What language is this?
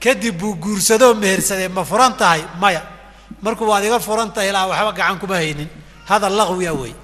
Somali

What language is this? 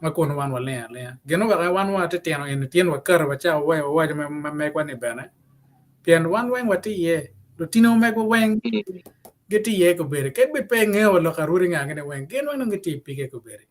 Acoli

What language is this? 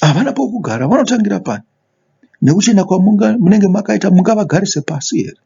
Shona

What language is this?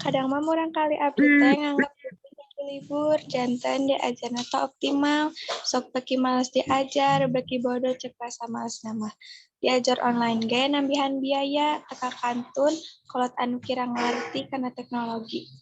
Sundanese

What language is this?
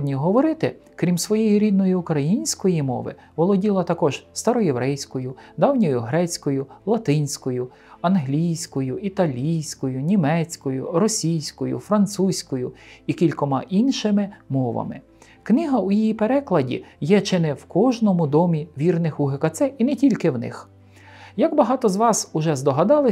Ukrainian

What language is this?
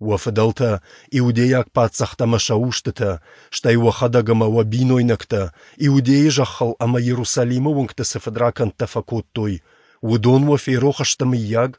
Ossetic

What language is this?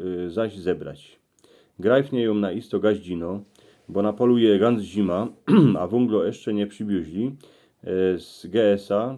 Silesian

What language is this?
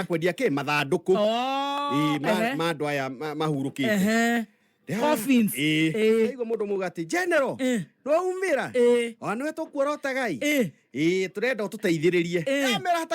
Kikuyu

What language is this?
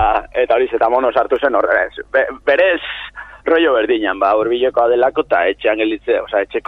Basque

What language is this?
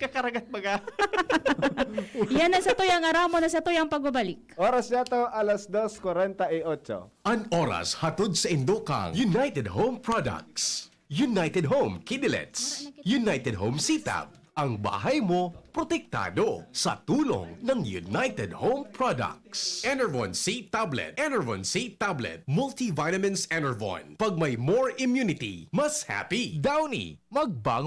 Bikol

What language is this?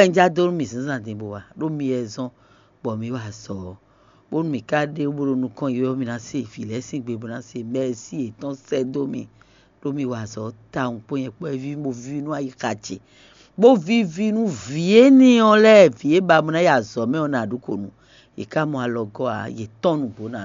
Fon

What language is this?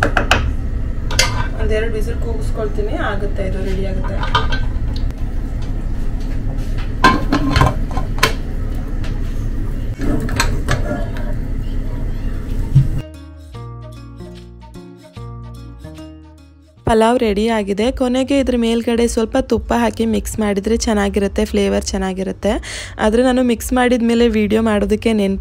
Kannada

